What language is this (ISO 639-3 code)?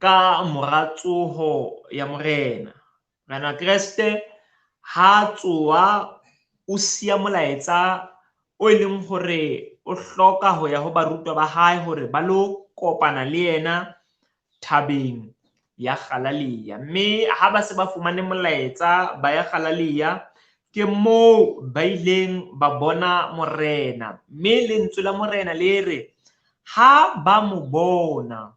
sot